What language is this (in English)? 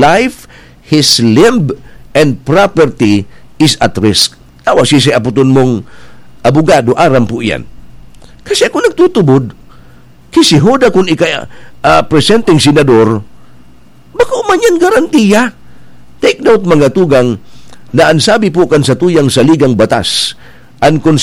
Bikol